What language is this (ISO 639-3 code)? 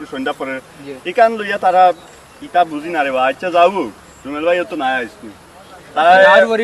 syl